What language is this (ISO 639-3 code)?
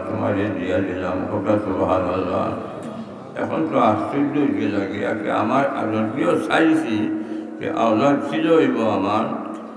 syl